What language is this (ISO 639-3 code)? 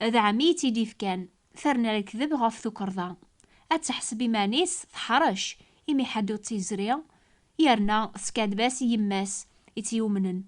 kab